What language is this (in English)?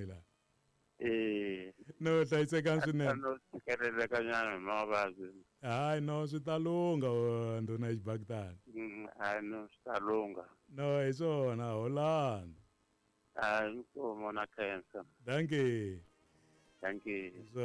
Tsonga